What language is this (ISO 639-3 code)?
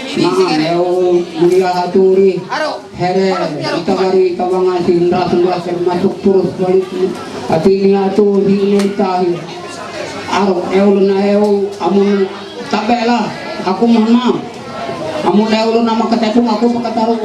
mhy